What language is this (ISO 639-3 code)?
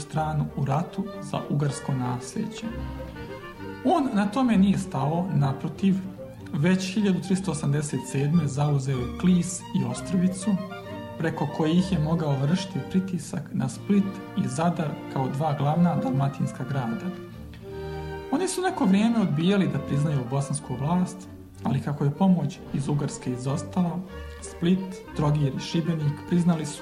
hrv